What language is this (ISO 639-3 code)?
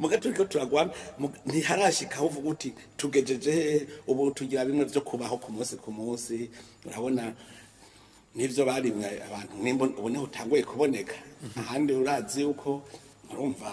run